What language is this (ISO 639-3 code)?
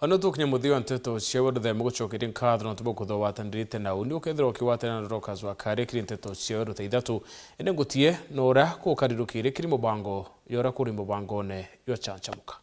mer